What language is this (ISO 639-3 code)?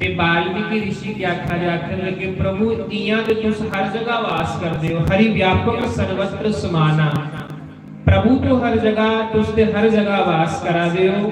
doi